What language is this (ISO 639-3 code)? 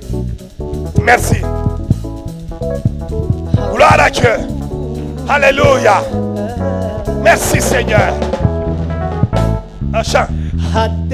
fra